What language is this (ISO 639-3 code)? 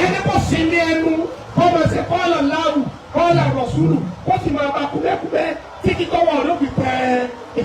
yor